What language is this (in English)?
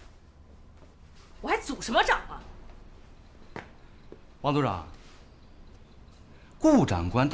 Chinese